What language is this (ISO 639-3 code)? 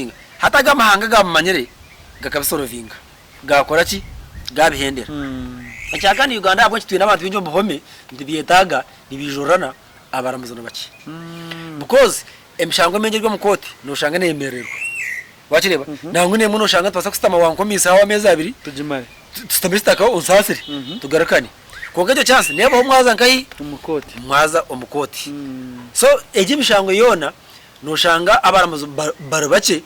nyn